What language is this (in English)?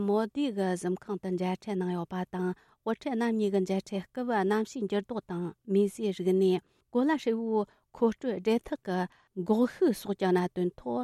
Tibetan